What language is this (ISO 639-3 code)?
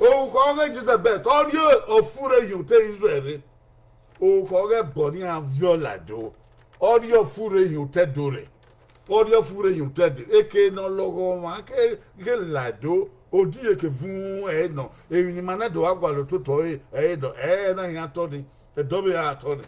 bin